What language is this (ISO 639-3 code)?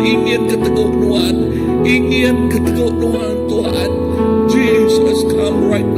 iba